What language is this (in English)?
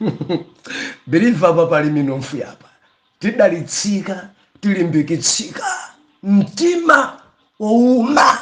Nyanja